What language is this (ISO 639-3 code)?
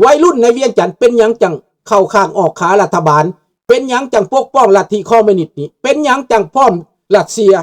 lao